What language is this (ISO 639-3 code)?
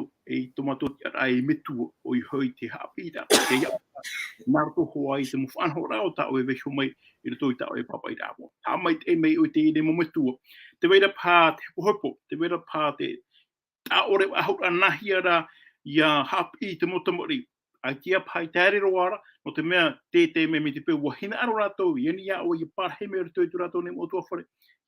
tah